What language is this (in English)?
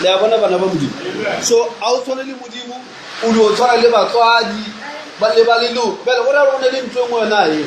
Northern Sotho